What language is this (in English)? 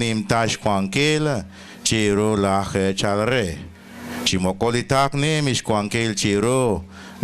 Kekchí